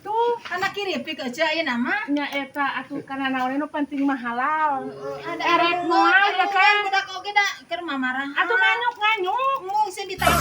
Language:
Sundanese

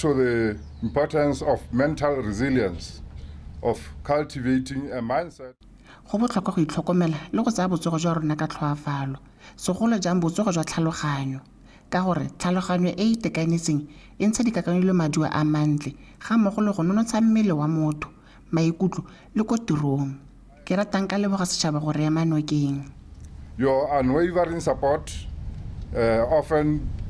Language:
Tswana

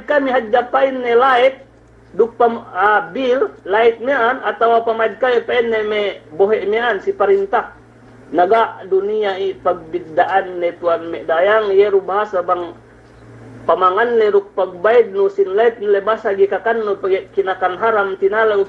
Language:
Yakan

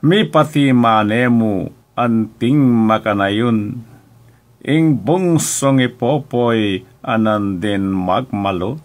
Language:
Pampanga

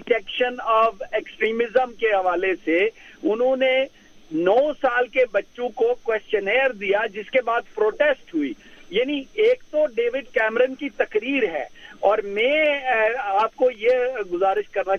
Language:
Urdu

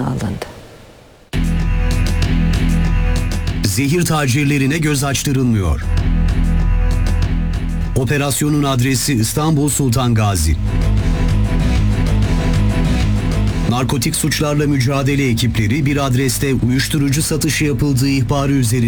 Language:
Turkish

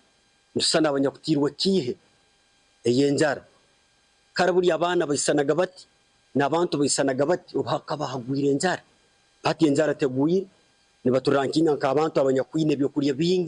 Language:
Nyankole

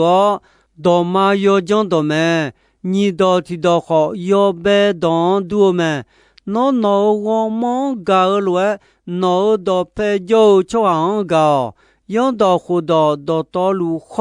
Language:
Akha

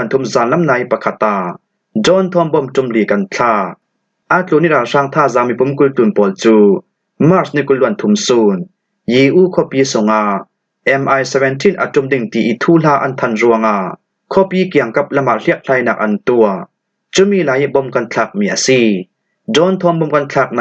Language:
Falam Chin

